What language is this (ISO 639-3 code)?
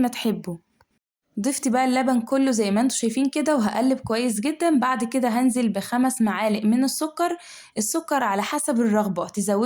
arz